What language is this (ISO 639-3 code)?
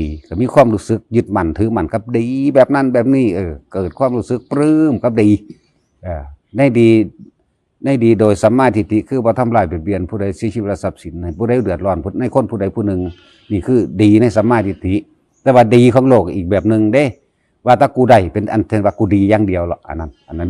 tts